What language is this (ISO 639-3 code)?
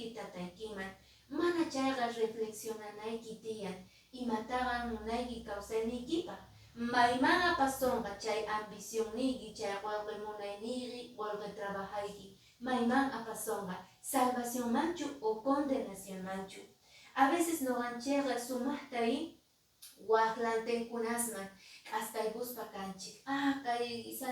que